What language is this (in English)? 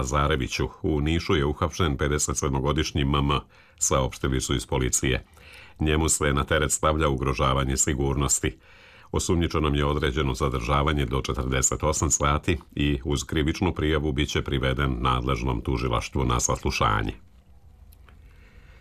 Serbian